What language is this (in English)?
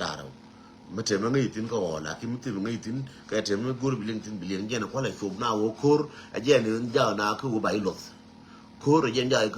Nuer